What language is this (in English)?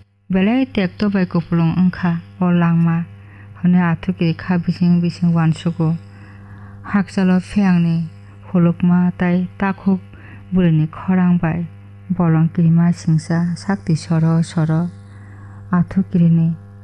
Kok Borok